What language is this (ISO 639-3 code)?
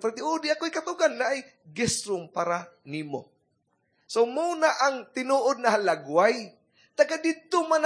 ceb